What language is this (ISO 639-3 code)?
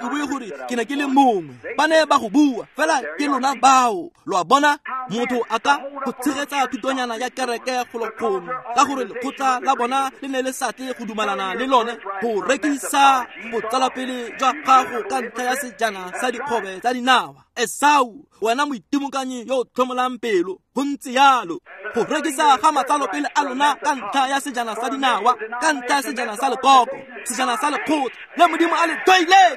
tsn